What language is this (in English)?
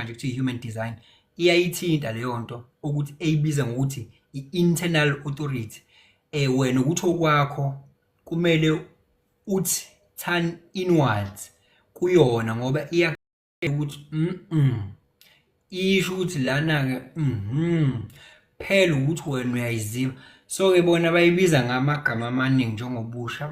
Zulu